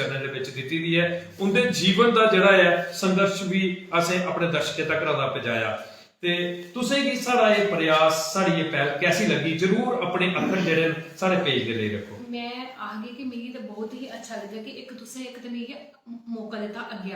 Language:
Dogri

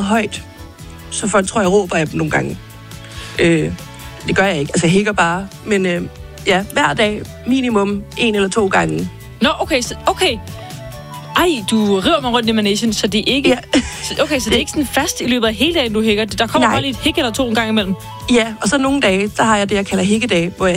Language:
Danish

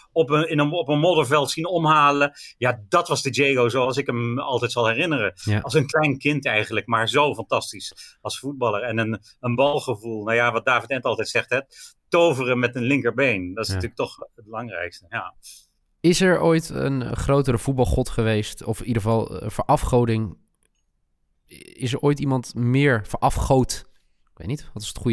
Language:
Dutch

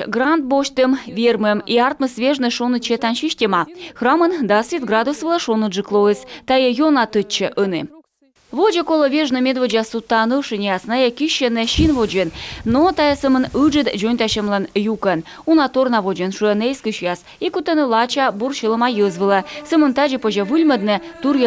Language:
Komi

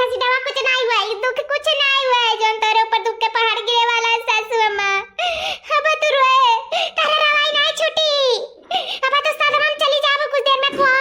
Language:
Awadhi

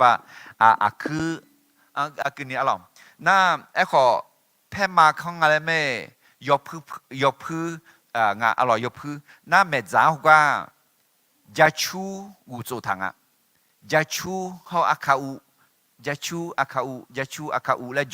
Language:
Akha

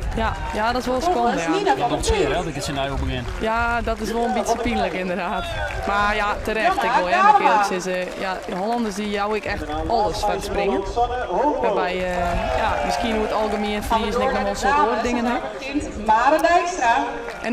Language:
Western Frisian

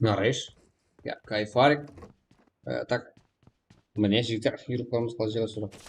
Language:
Kara-Kalpak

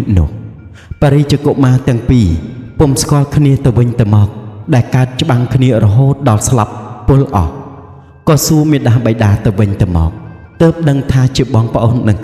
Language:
Khmer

